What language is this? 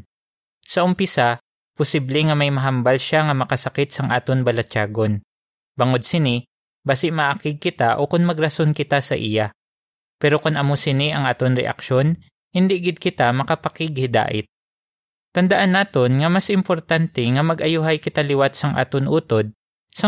Hiligaynon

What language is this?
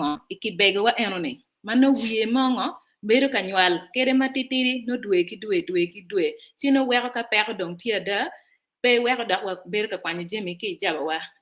Acoli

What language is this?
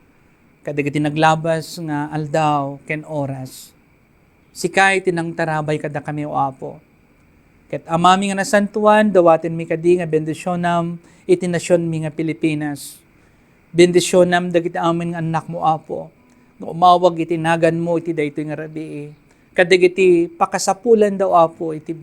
Iloko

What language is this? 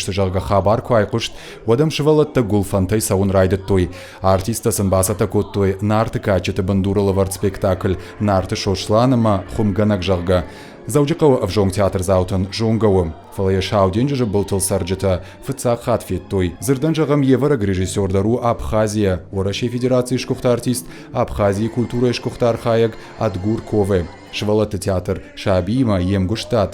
Ossetic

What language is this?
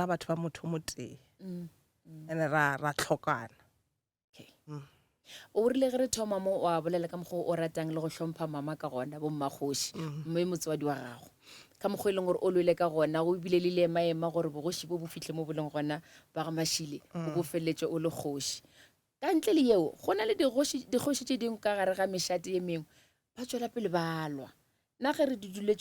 Northern Sotho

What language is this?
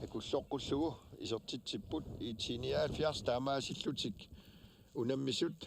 Kalaallisut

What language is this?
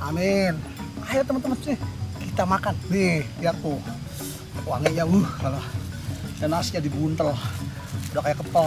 Betawi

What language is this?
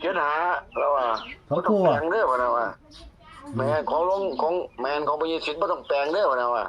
Northeastern Thai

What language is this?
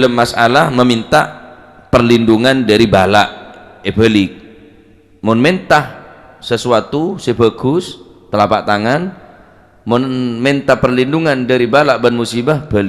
Madurese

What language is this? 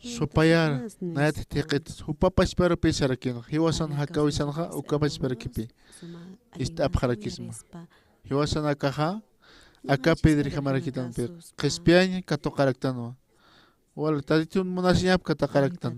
Aymara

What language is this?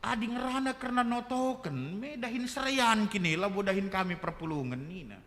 Batak Karo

